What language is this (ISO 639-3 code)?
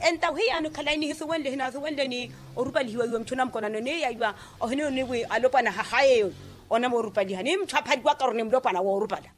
vmw